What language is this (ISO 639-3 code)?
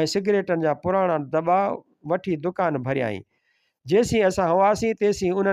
snd